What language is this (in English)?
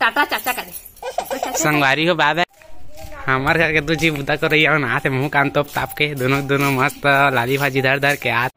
Chhattisgarhi